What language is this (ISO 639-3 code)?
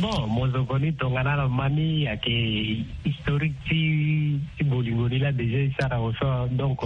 sag